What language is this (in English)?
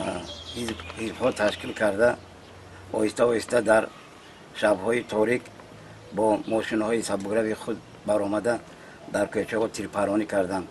Tajik